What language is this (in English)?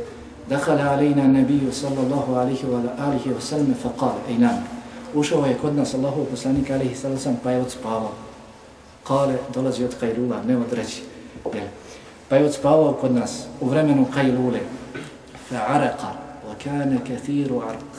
Bosnian